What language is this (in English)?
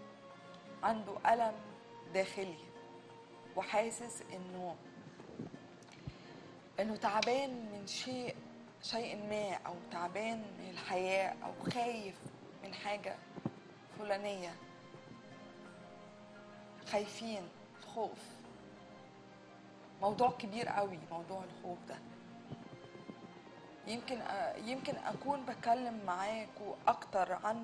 Egyptian Arabic